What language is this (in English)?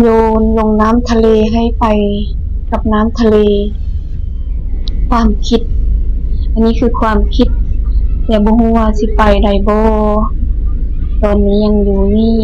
Lao